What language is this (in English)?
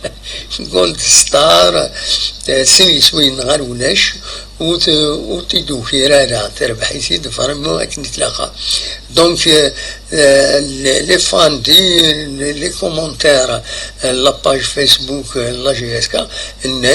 Kabyle